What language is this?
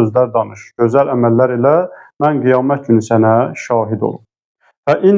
Azerbaijani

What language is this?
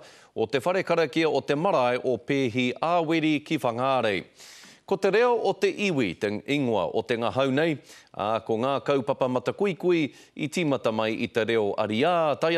Māori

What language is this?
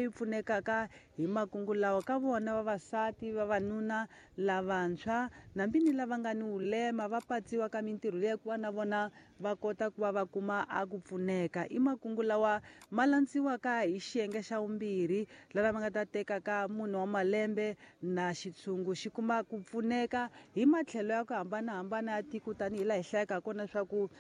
Tsonga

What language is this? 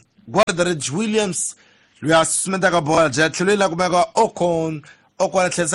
Tsonga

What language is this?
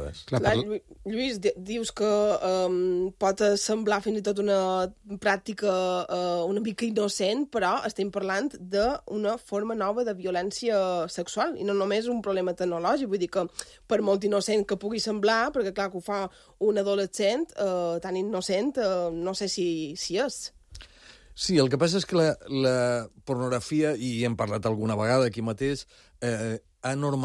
Catalan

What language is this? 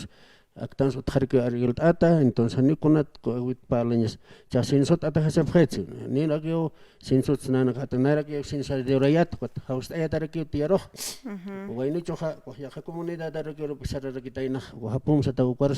Aymara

